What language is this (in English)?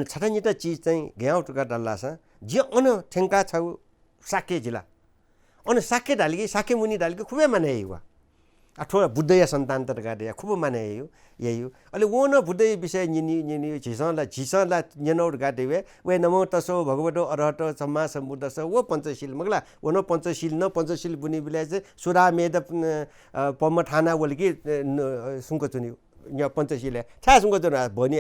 Newari